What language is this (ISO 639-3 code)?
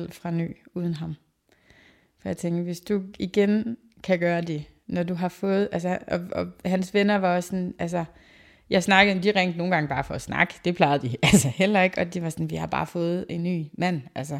dan